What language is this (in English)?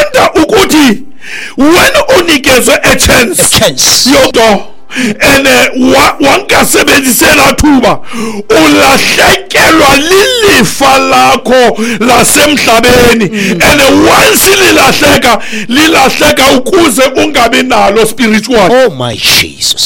Xhosa